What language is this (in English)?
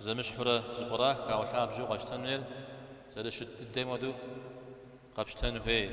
Kabardian